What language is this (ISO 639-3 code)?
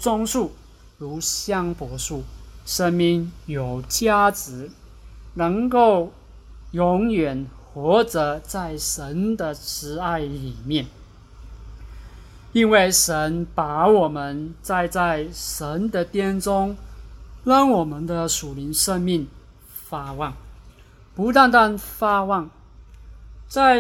zho